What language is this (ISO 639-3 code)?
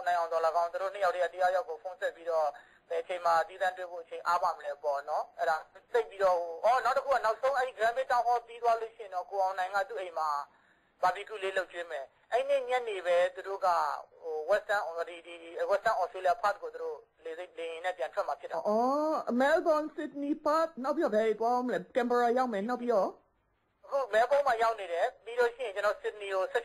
mya